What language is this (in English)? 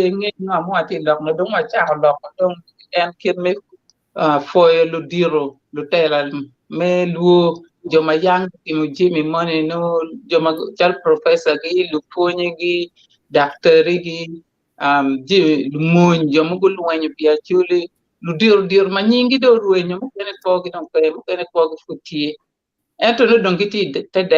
Acoli